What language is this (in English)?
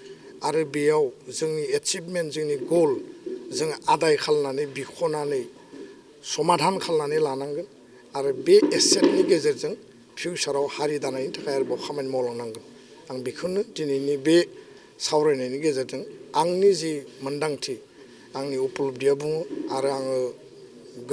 Bodo